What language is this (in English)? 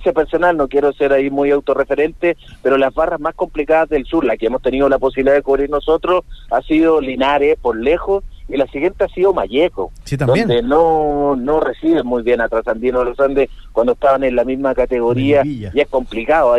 Spanish